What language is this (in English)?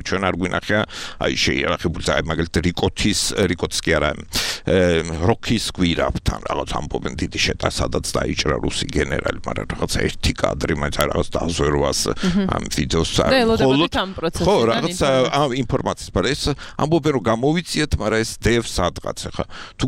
Georgian